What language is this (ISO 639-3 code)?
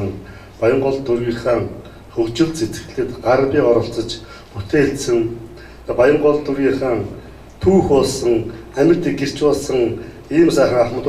mon